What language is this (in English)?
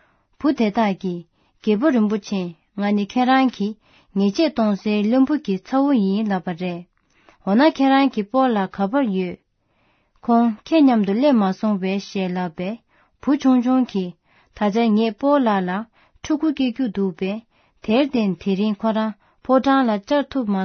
Tibetan